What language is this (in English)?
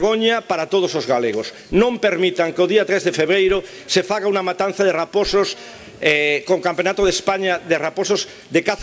Galician